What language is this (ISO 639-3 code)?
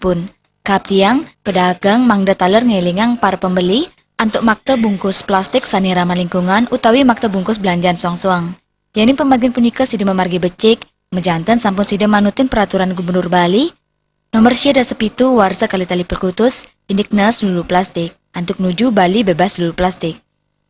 ban